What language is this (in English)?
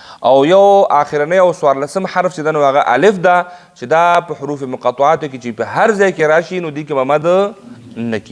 Pashto